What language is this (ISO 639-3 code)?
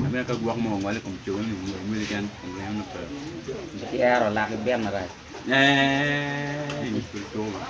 ach